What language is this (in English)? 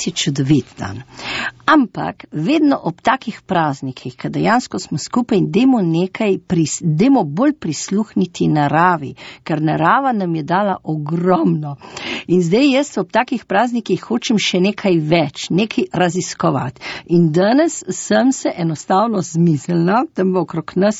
Slovenian